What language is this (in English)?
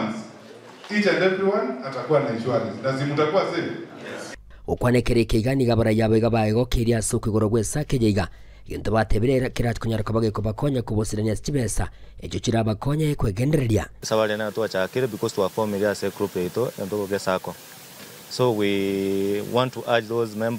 Gusii